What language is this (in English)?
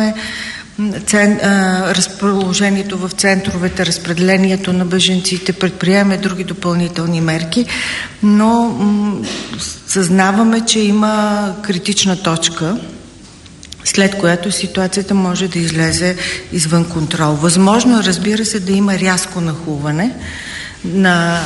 Bulgarian